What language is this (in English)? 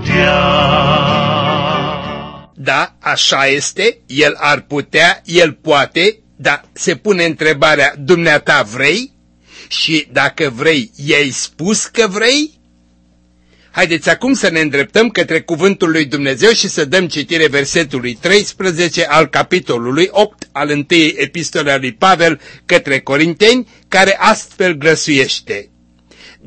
Romanian